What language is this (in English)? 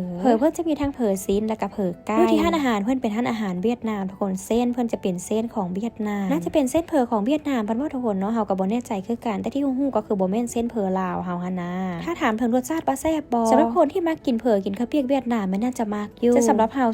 Lao